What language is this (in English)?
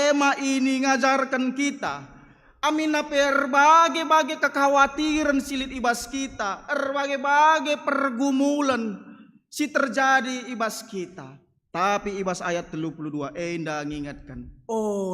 Batak Karo